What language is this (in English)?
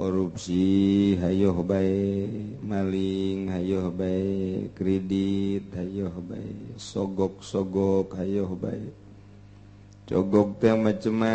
Sundanese